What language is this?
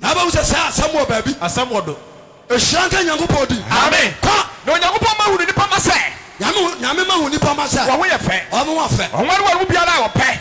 Akan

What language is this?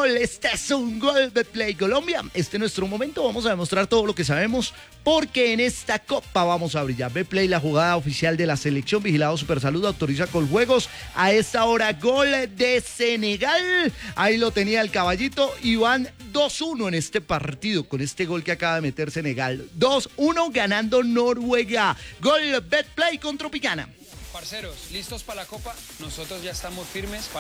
Spanish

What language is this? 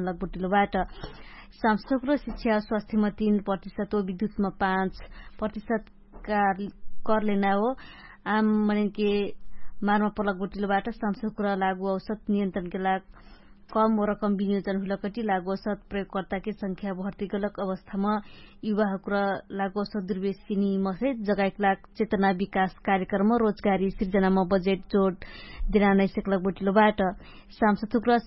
Dangaura Tharu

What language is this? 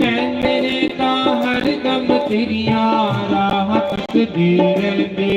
Dogri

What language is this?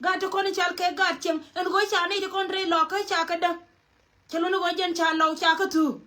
Nuer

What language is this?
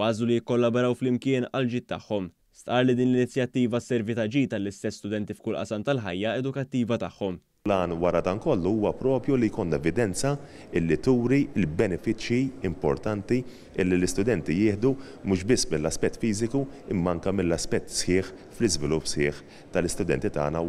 Maltese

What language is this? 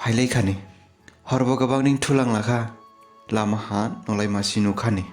Dimasa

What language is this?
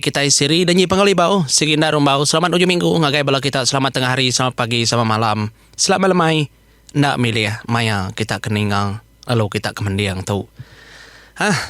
Iban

